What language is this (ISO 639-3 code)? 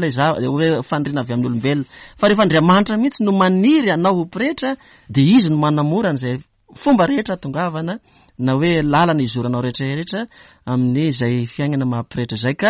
mlg